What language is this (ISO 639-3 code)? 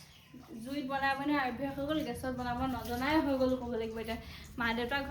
asm